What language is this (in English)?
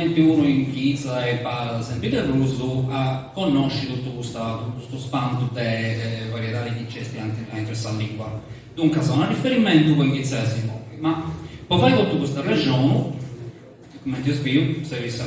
Sardinian